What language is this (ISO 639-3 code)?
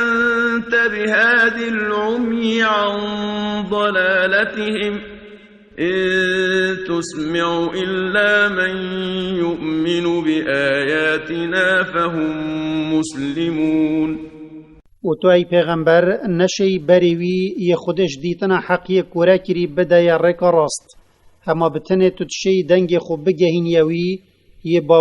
kur